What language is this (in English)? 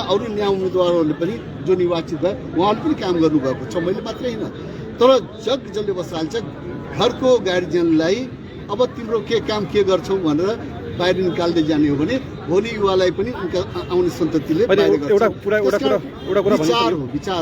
Nepali